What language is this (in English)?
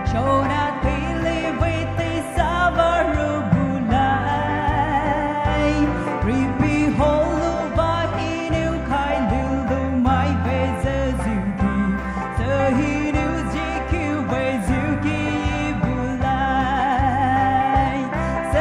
Poumei Naga